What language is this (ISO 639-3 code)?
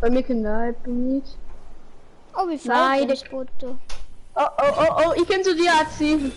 bar